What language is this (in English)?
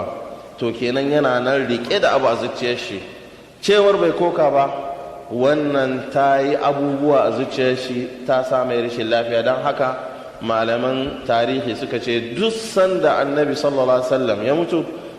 Hausa